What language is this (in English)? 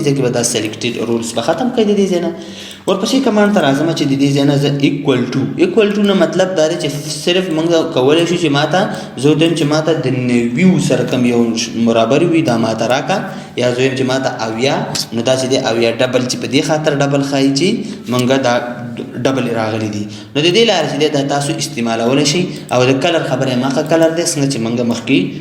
Pashto